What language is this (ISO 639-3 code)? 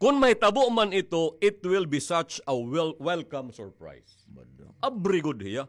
war